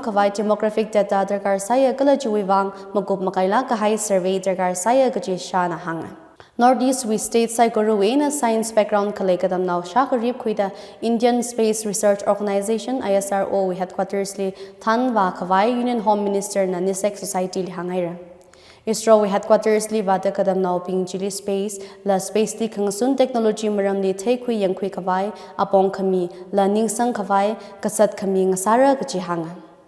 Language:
Tangkhul Naga (India)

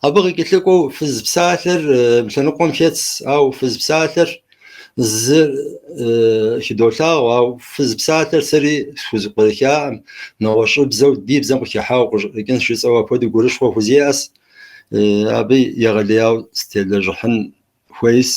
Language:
Kabardian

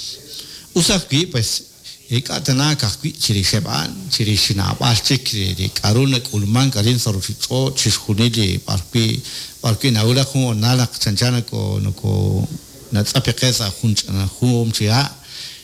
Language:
Kekchí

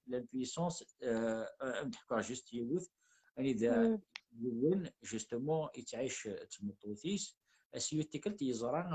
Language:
Kabyle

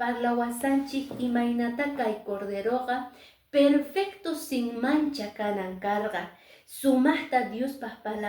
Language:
Quechua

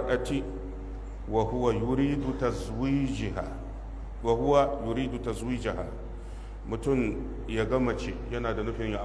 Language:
Hausa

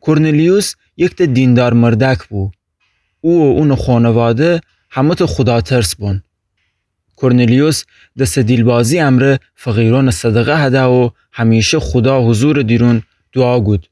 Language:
Gilaki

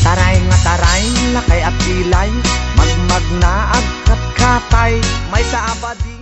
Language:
Iloko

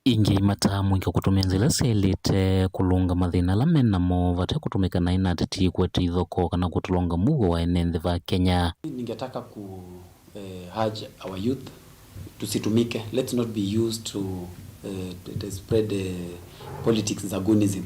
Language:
Kamba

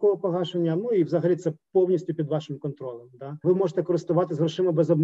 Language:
Ukrainian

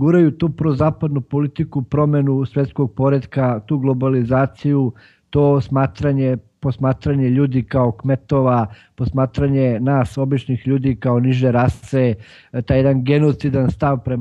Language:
Serbian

